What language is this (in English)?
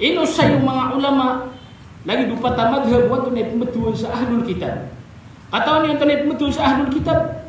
Maranao